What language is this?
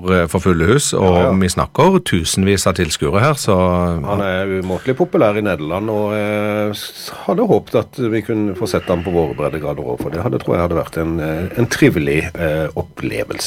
Norwegian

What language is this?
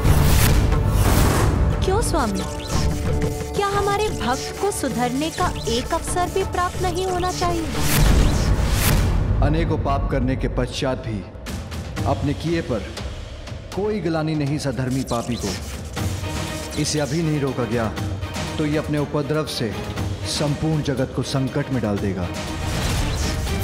Hindi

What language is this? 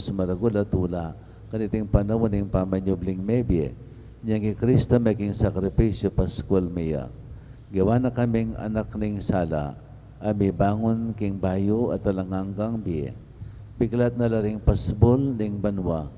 Pampanga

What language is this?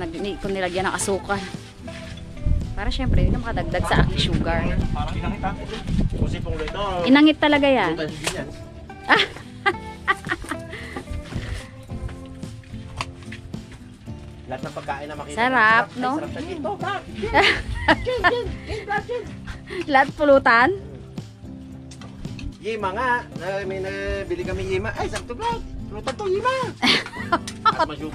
Filipino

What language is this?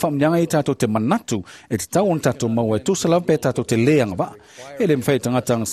Samoan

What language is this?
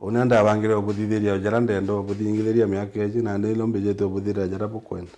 Meru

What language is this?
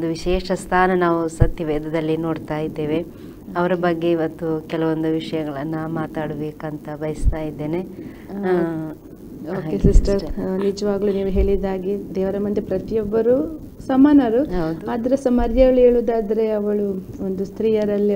Kannada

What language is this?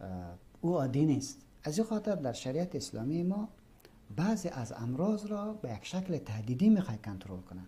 Persian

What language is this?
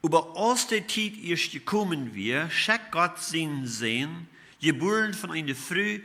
Plautdietsch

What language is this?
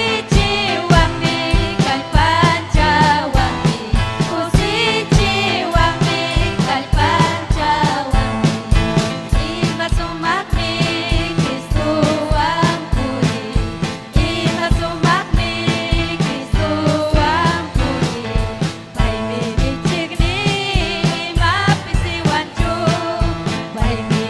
Ayacucho Quechua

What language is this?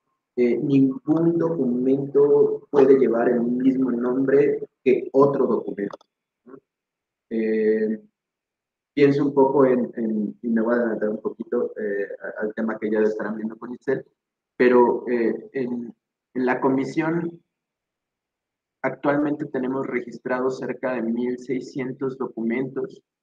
Spanish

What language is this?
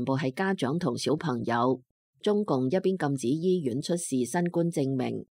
Cantonese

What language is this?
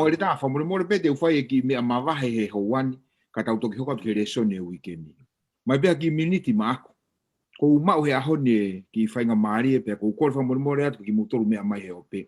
Tongan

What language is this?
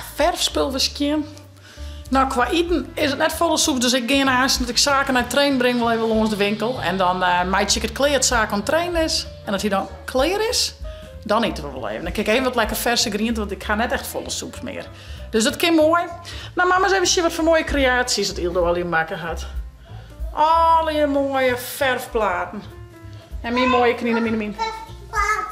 Western Frisian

